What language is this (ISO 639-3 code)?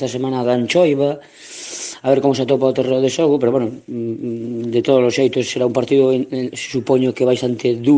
glg